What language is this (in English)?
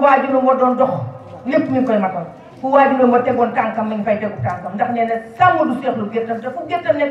Wolof